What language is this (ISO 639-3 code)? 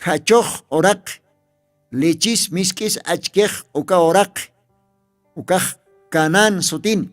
aym